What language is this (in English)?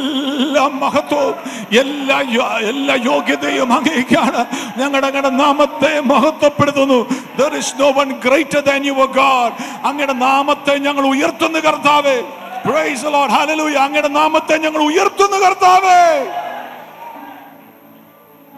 Malayalam